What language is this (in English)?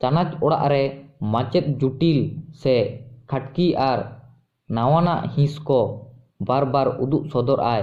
Santali